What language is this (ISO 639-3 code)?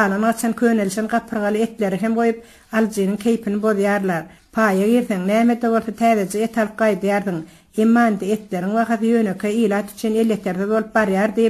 tuk